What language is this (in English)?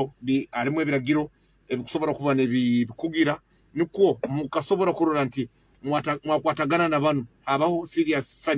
Nyoro